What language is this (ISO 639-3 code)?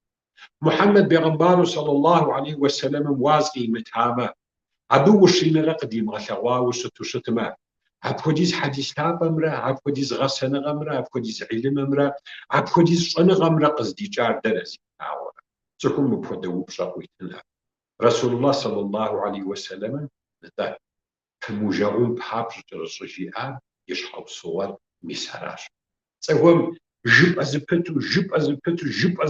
kbd